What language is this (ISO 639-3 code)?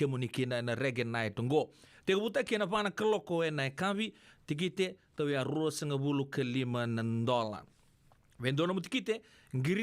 fij